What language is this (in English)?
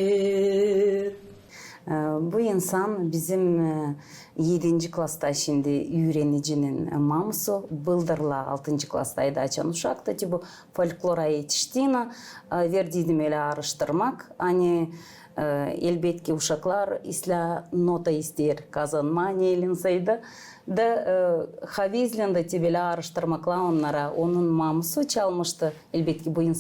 Gagauz